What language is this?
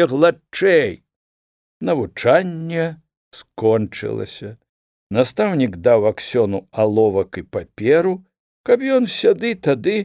Belarusian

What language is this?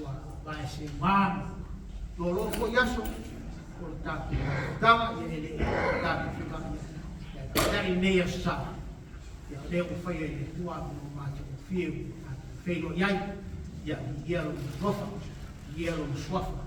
Samoan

